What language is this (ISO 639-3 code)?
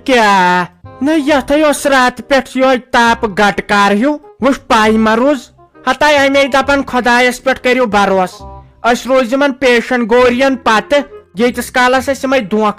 kas